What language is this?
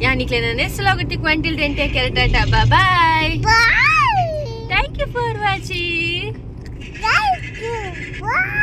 Tulu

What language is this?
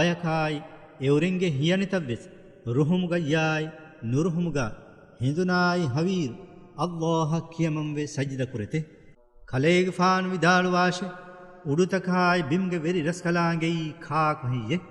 Divehi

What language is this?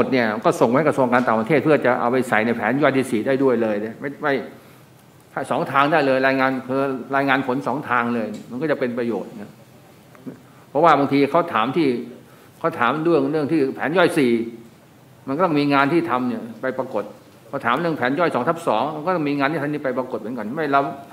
Thai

